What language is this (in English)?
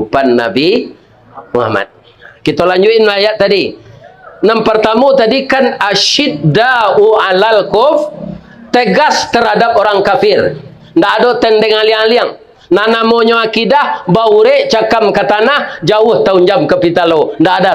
Minangkabau